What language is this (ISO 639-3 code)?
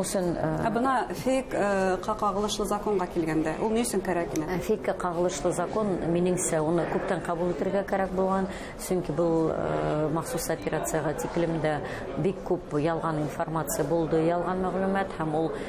bak